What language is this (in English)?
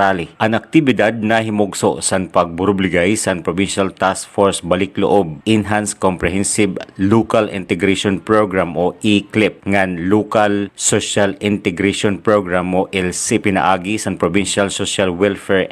Waray